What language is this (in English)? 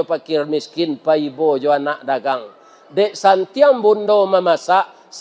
Minangkabau